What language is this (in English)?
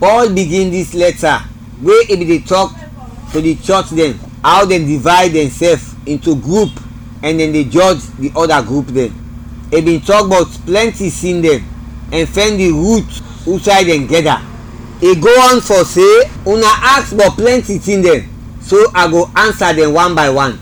Krio